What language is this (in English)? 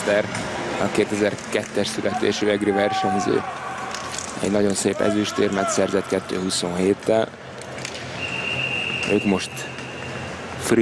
Hungarian